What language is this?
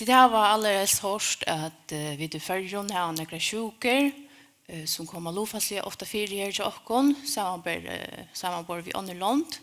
Faroese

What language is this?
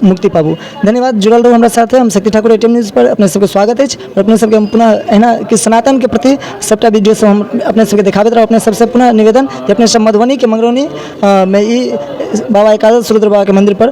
Maithili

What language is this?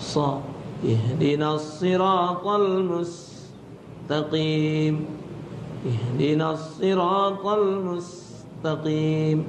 Musi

